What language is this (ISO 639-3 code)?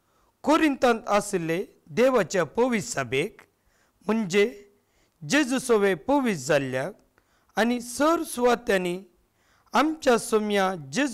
kok